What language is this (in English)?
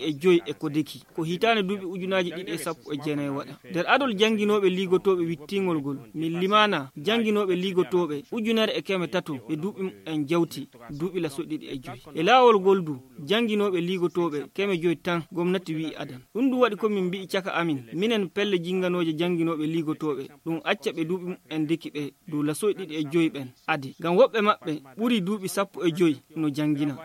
Fula